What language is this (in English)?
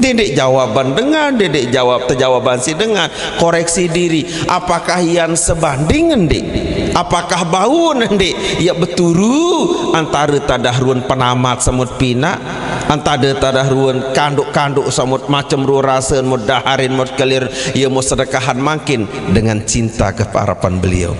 Sasak